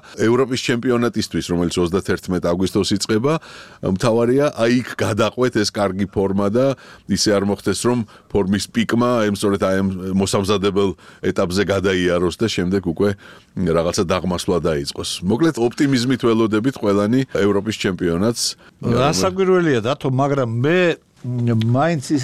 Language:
Georgian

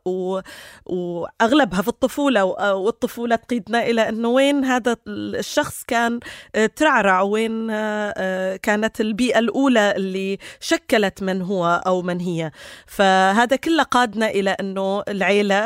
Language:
North Levantine Arabic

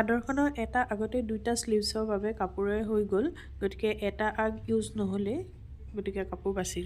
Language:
Assamese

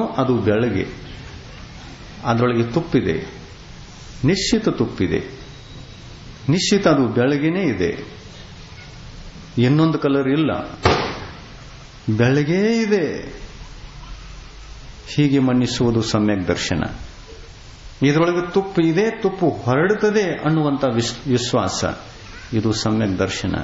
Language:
Kannada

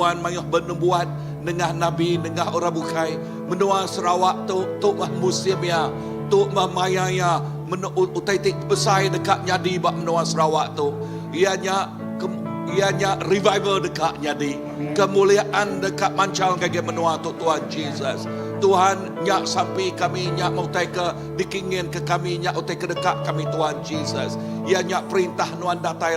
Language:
Iban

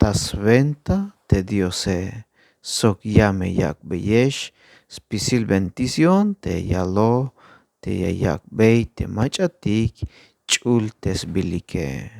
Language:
Tzeltal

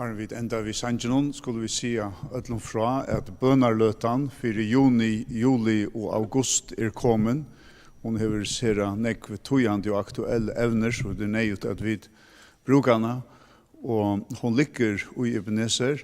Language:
Faroese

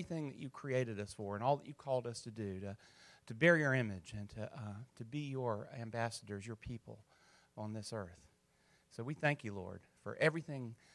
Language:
English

